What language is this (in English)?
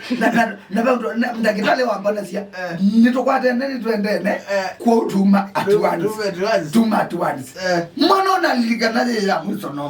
Kamba